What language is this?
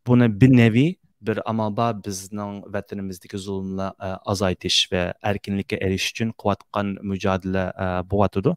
Uyghur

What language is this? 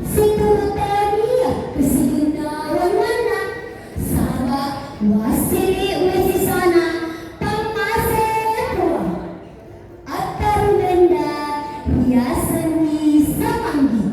Buginese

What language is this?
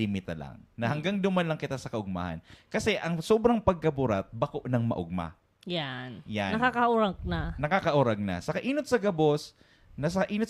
Bikol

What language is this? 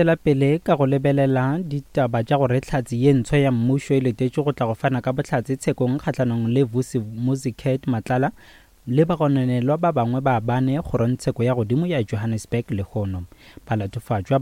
Northern Sotho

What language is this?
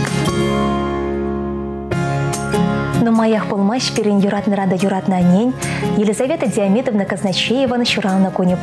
Chuvash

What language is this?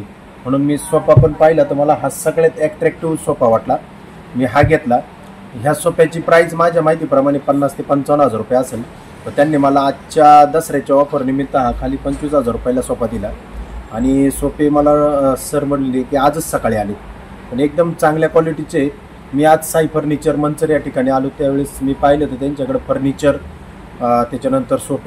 Marathi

